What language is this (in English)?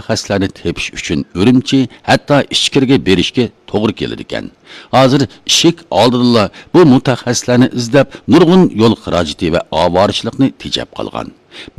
Uyghur